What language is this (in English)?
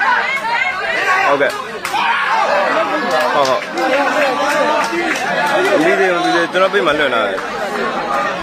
Burmese